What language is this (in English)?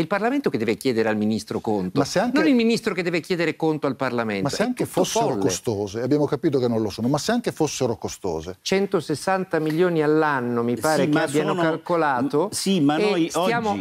Italian